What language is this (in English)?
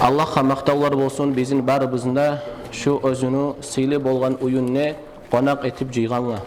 Kumyk